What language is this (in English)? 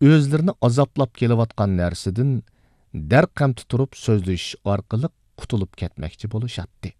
Uyghur